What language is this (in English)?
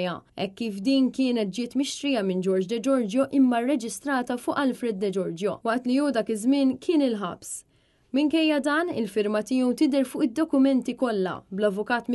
Maltese